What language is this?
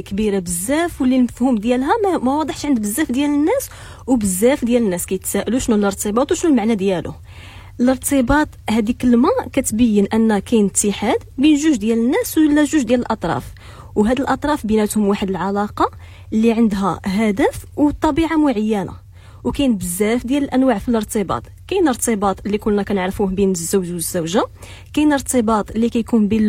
Moroccan Arabic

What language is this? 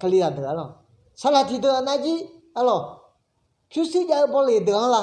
Akha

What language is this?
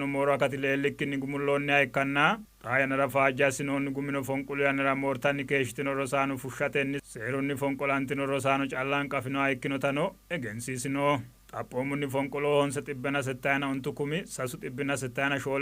Sidamo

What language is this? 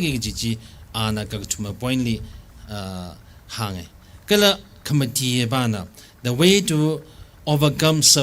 Tangkhul Naga (India)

